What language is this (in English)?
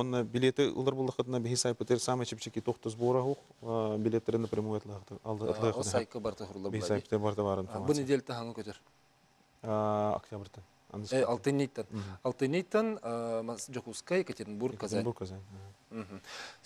Yakut